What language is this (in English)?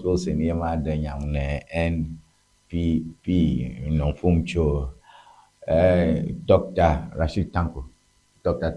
Ewe